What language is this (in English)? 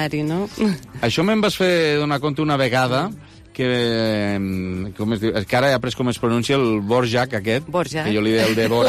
Catalan